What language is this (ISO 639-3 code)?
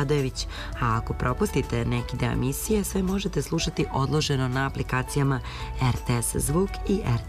srp